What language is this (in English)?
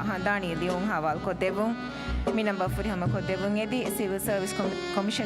Divehi